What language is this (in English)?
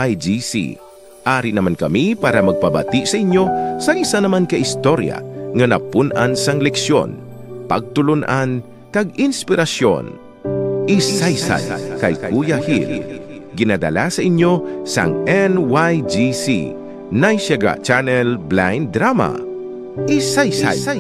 Hiligaynon